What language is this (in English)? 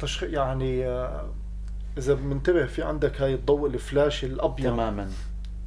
North Levantine Arabic